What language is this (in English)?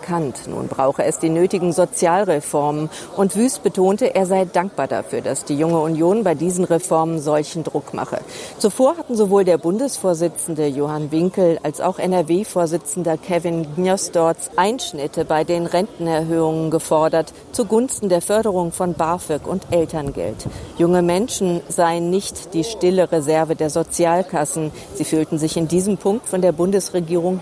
German